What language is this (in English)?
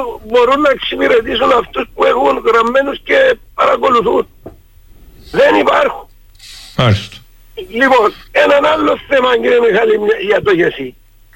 Greek